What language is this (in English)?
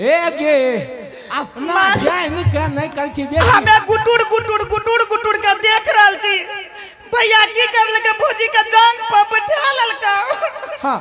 Angika